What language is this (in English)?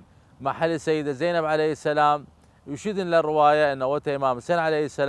Southern Kurdish